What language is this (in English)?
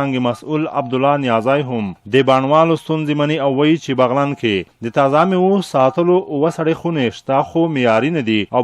Pashto